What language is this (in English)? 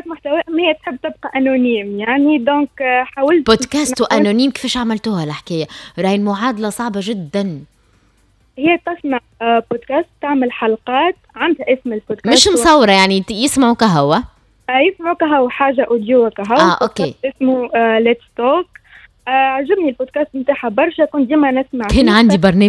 Tunisian Arabic